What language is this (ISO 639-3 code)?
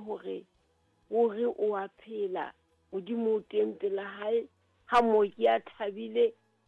sot